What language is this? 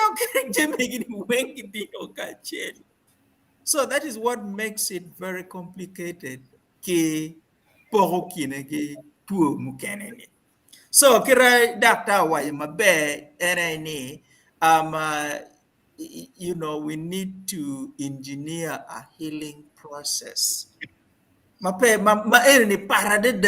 Acoli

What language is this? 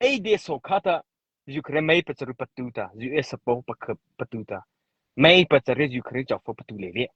Mara Chin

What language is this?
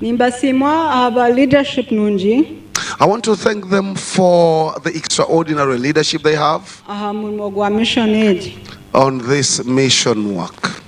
Nyankole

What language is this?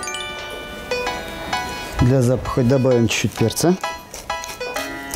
Russian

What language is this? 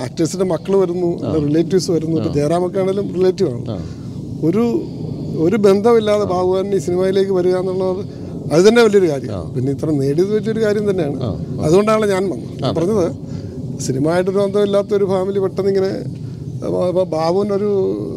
Malayalam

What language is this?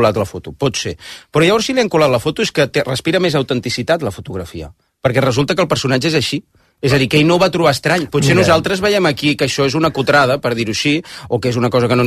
Catalan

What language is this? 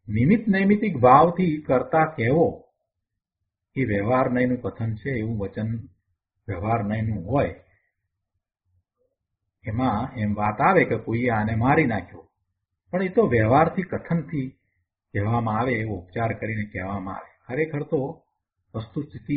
Gujarati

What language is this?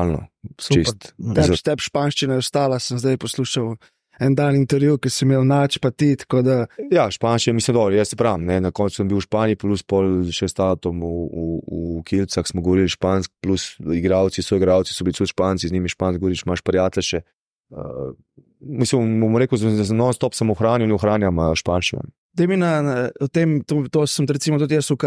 Slovenian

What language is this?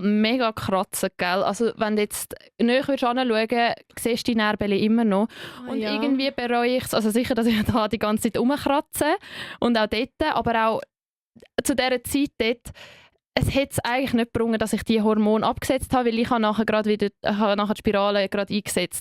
Swiss German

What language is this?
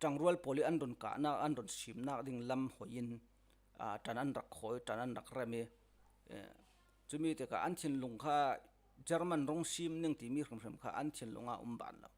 Falam Chin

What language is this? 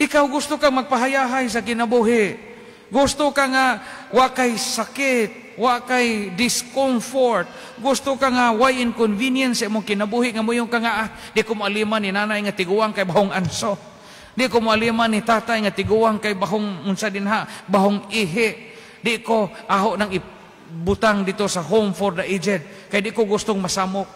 Cebuano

